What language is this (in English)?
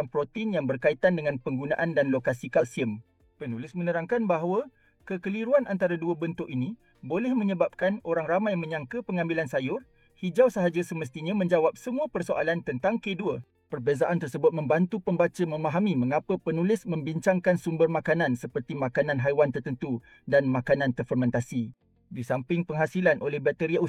Malay